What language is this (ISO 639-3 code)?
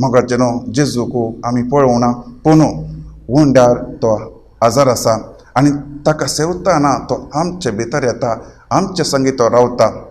kok